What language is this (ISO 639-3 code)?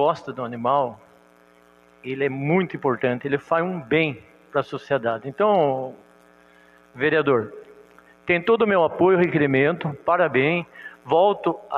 por